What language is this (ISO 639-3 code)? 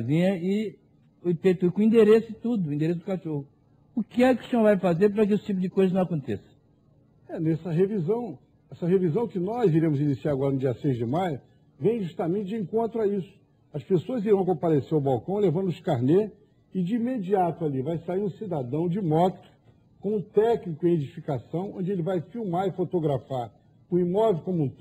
por